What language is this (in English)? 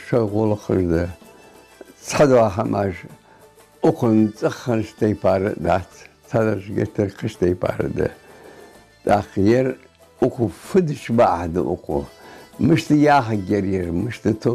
Ingush